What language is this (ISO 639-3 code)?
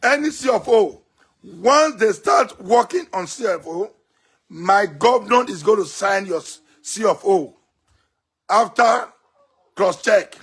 pcm